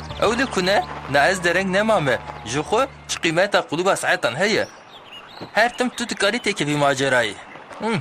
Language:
Kurdish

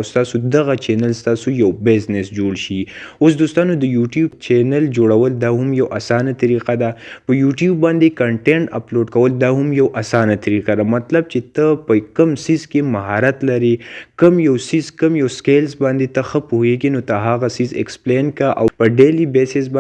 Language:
Pashto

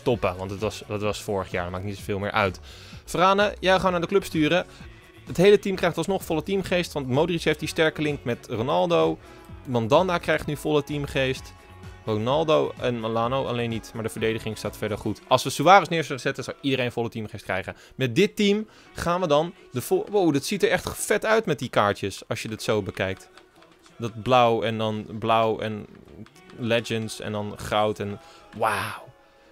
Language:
Dutch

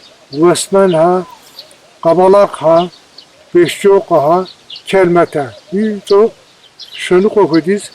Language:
Kabardian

